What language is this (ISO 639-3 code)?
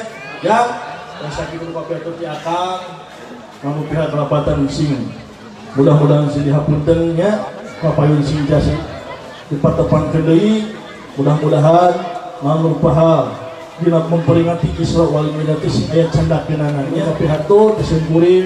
sun